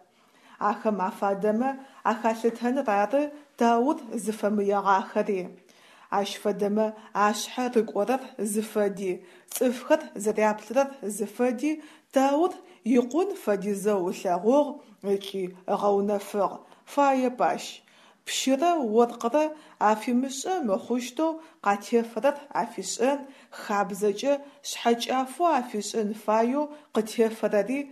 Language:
Adyghe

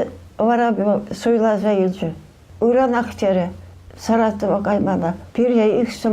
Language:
Chuvash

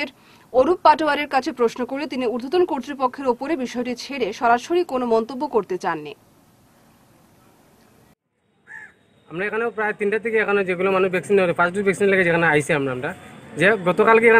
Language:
Bangla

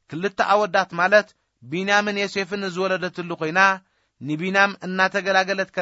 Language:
Tigrinya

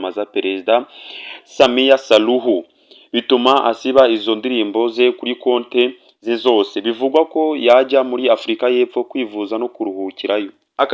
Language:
Kinyarwanda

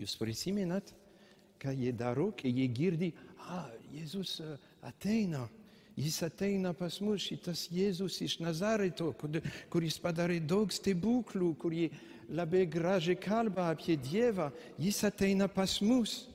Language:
Lithuanian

